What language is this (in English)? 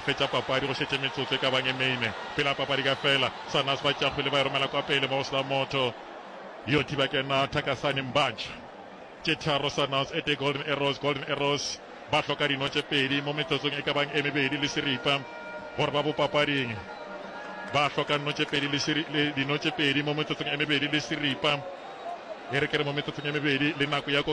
Northern Sotho